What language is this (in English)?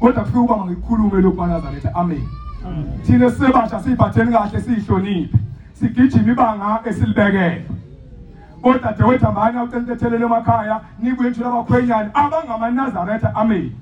Zulu